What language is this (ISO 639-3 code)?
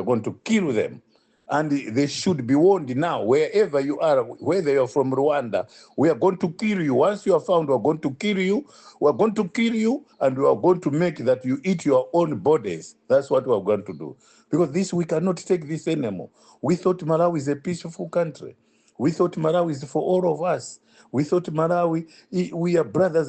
eng